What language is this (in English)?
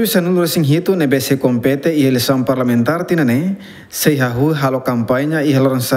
Tetum